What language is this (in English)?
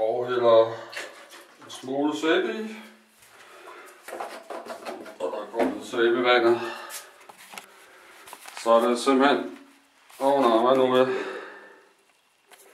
Danish